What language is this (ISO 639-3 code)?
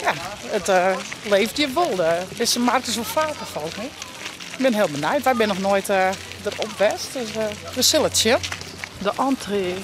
fry